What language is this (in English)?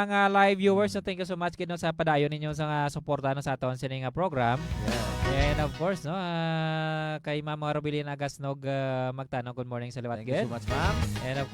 Hiligaynon